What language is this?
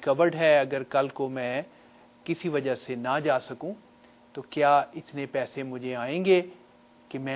Urdu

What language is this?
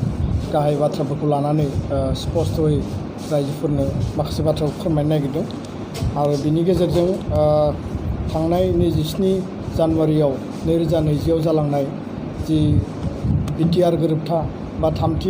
Bodo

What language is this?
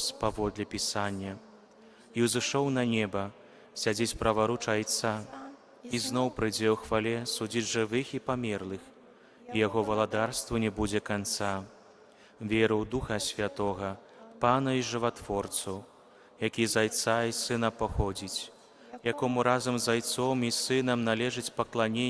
Belarusian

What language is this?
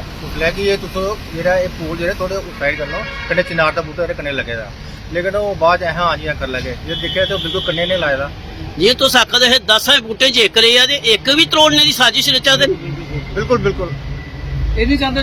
Dogri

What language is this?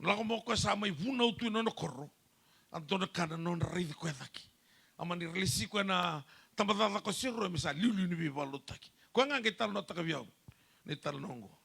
Fijian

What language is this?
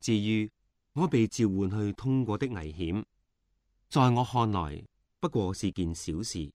Cantonese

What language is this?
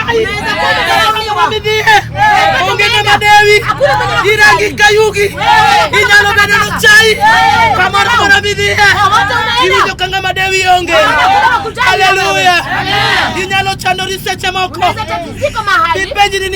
Luo (Kenya and Tanzania)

